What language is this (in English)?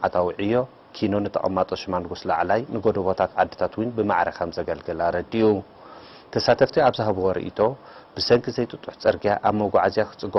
Tigrinya